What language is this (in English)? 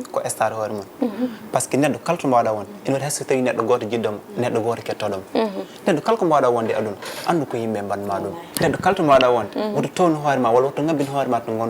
Fula